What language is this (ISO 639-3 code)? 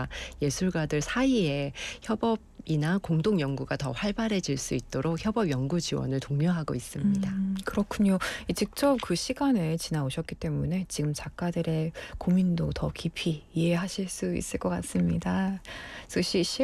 kor